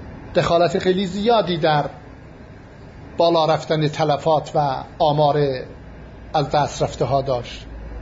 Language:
Persian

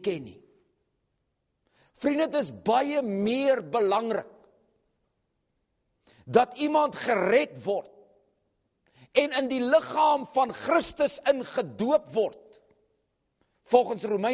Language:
Afrikaans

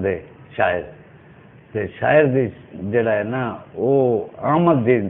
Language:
Saraiki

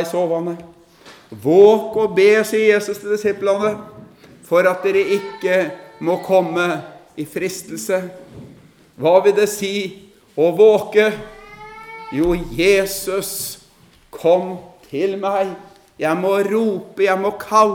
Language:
Norwegian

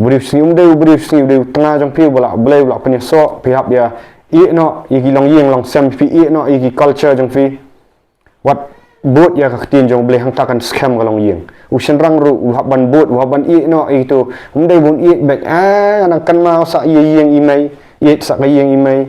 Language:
Khasi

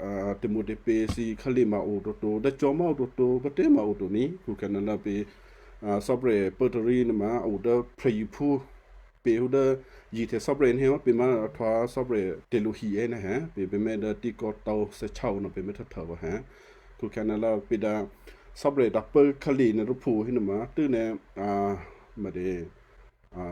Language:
Western Kayah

